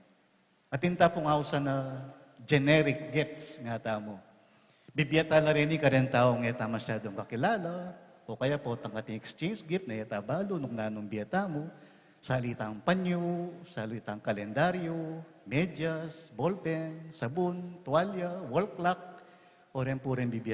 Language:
Pampanga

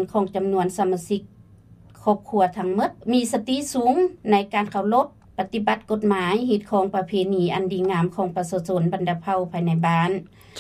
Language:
Lao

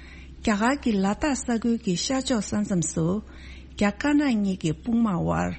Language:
Tibetan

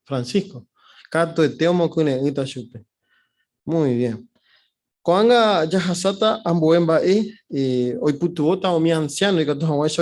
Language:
Guarani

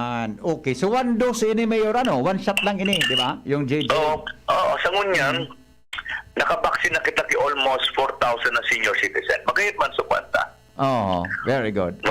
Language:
Bikol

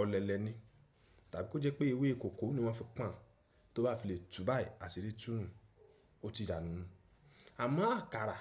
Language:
Yoruba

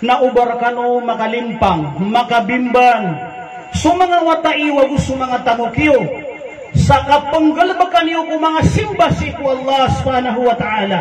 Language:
Maranao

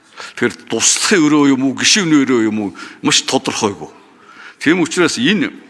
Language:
Mongolian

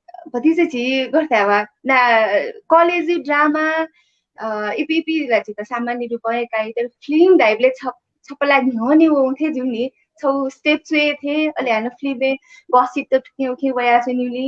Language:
Newari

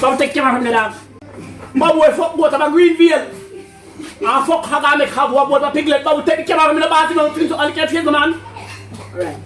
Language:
Jamaican Creole English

